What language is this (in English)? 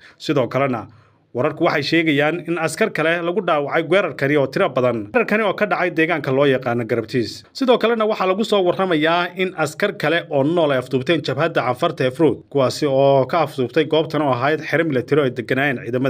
Somali